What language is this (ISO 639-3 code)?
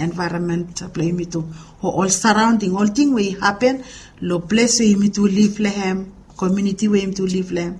bis